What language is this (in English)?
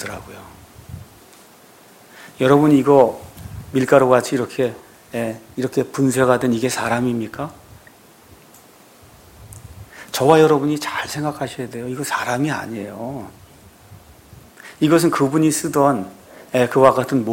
Korean